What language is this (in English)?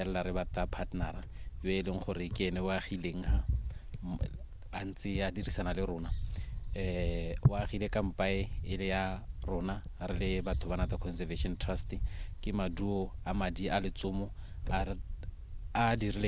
Tswana